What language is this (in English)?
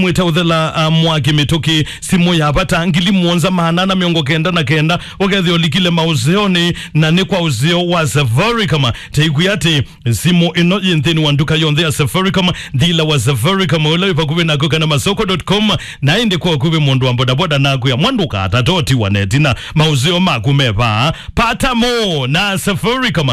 Kamba